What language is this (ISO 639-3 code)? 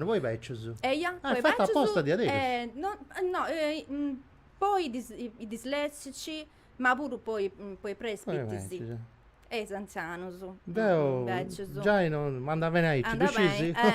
srd